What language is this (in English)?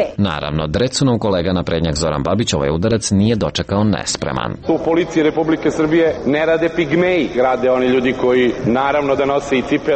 Serbian